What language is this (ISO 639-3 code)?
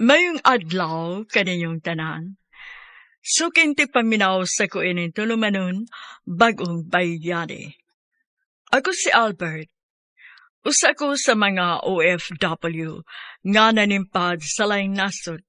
ceb